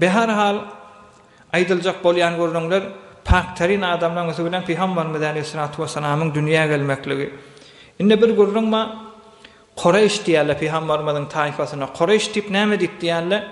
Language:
Turkmen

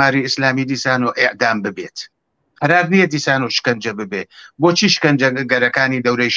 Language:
Central Kurdish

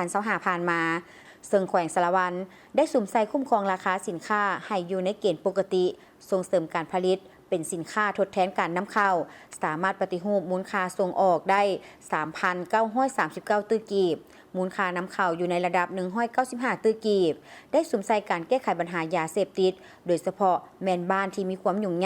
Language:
Lao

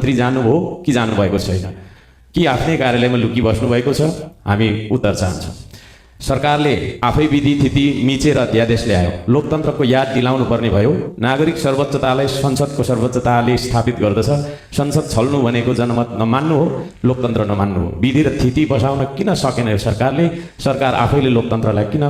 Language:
Nepali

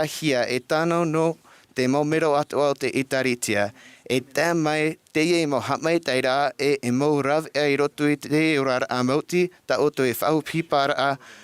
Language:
Tahitian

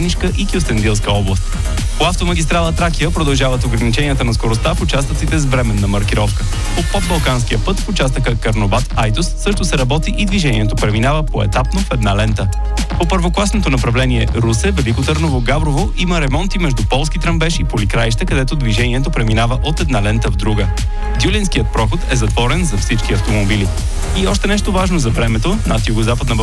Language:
Bulgarian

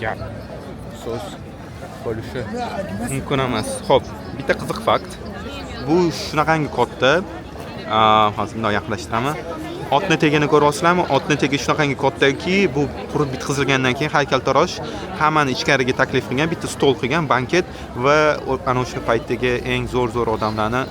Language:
Uzbek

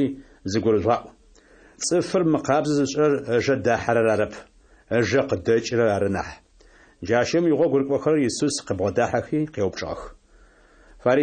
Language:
Adyghe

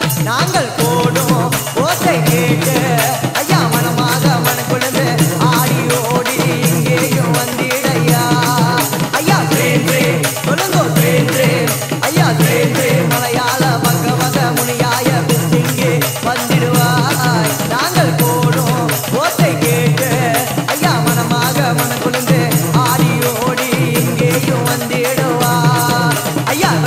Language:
Tamil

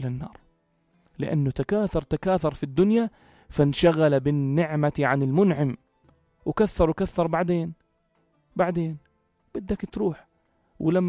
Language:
North Levantine Arabic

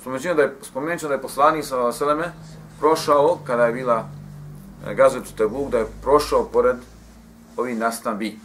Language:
Bosnian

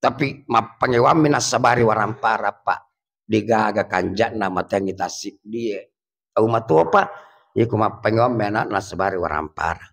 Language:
Buginese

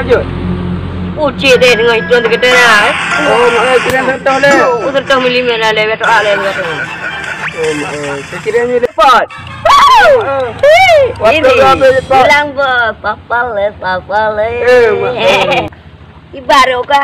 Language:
Achinese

